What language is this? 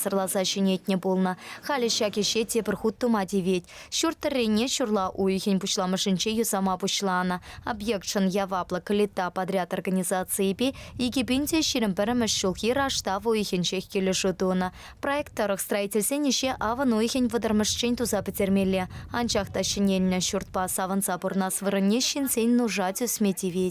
Chuvash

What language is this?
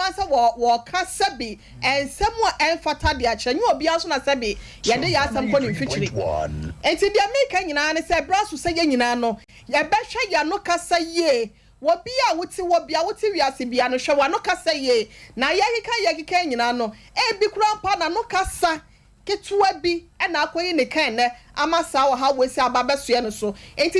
Akan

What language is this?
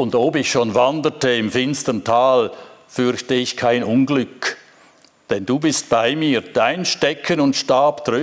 Swiss German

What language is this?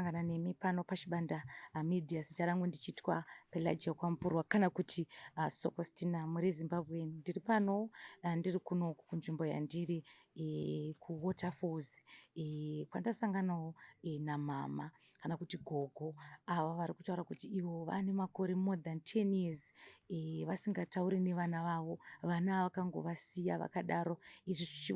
Shona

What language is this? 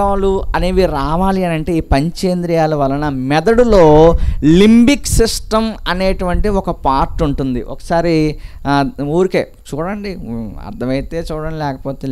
Telugu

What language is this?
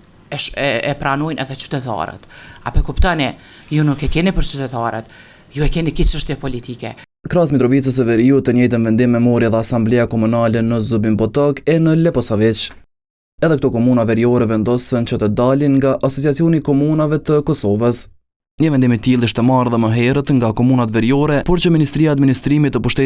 Albanian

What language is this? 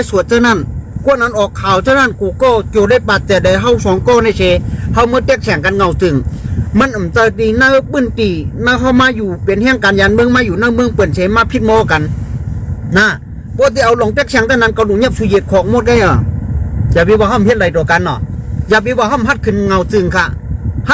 Shan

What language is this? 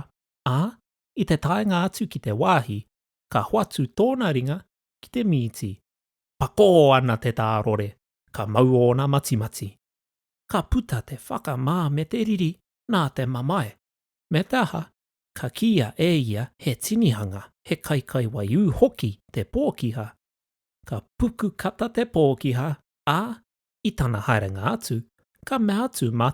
Māori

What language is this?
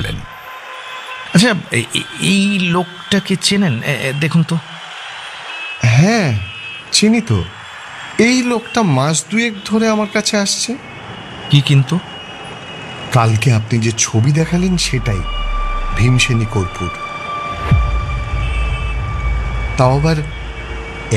Bangla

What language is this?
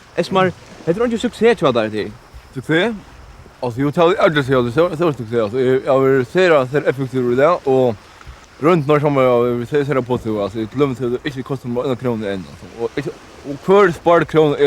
Faroese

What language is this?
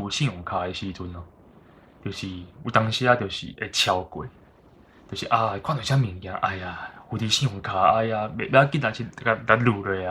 Min Nan Chinese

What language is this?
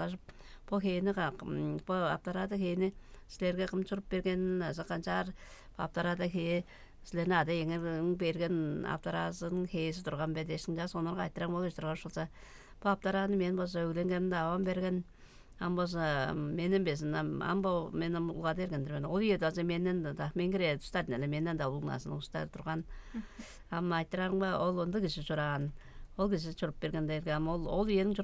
Tuvinian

